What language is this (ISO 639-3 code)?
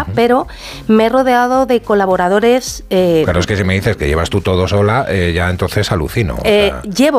spa